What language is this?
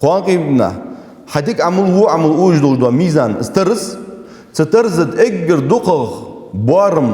Ingush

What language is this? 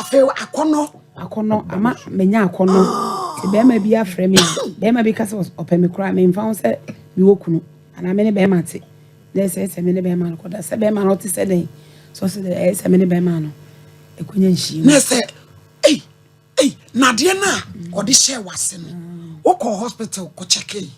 Akan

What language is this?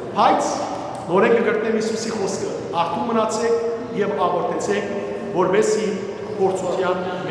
Western Armenian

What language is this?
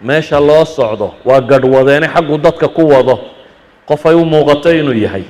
Somali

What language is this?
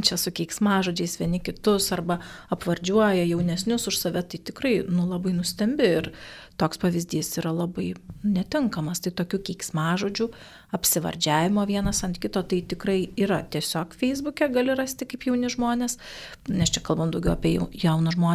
Lithuanian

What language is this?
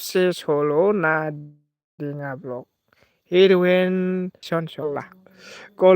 Bodo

